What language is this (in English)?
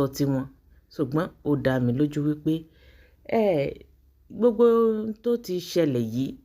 Yoruba